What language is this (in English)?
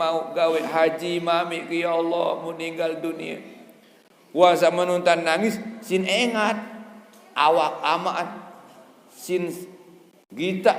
Sasak